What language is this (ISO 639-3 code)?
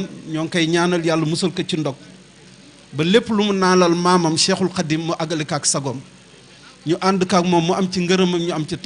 wol